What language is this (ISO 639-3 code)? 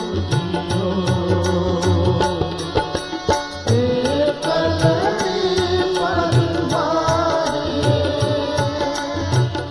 hin